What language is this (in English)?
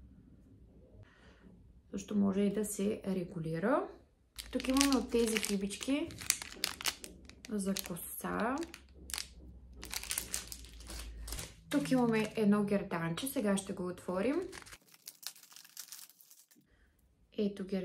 Bulgarian